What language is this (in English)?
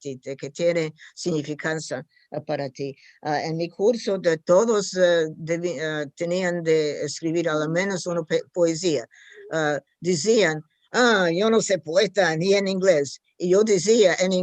Ladino